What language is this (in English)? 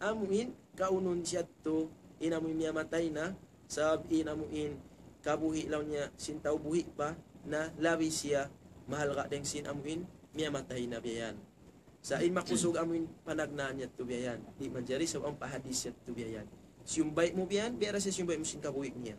Tausug